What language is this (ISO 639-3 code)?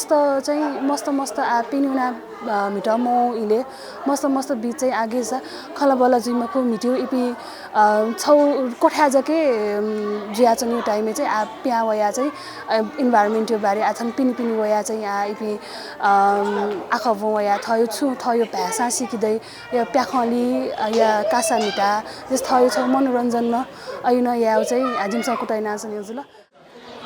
new